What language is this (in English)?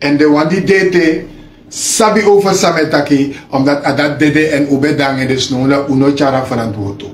Sranan Tongo